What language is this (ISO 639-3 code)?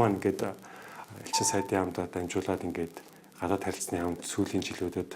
mon